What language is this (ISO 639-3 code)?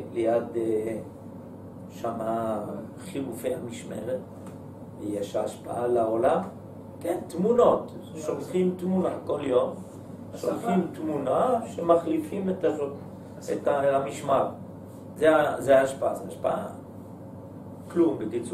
heb